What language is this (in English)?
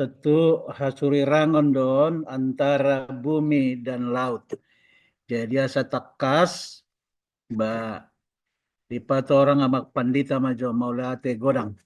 Batak Toba